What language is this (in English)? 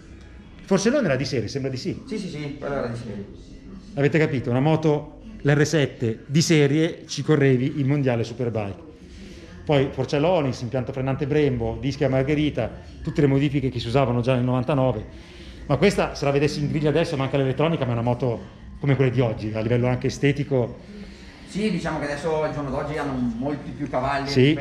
Italian